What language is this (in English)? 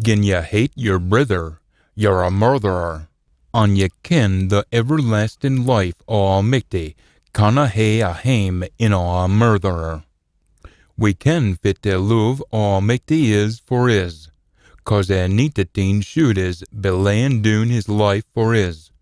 Scots